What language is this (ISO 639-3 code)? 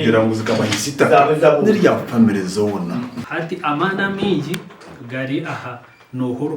nyn